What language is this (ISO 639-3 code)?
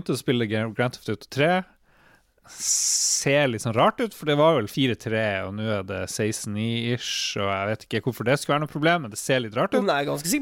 nor